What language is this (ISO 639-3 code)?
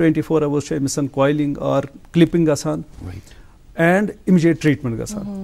kas